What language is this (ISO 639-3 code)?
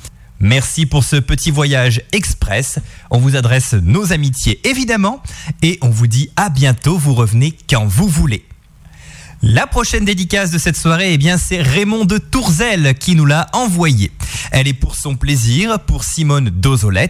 fra